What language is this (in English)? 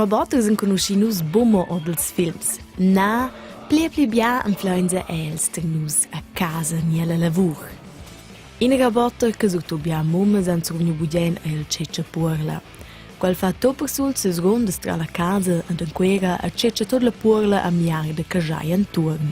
Romansh